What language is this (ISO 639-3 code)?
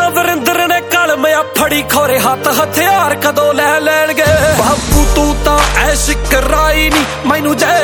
pan